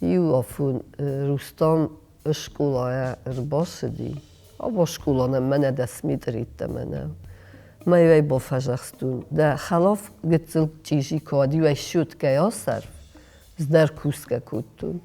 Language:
Ossetic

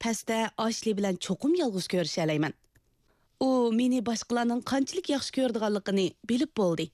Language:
Uyghur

